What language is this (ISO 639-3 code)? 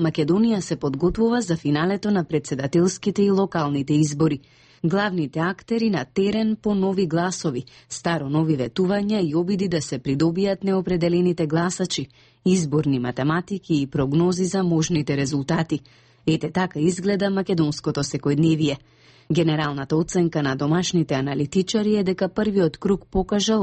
mkd